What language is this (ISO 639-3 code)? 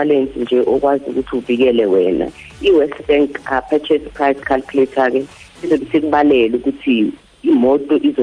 zul